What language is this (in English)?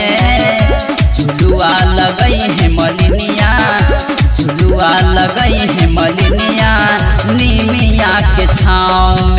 Bhojpuri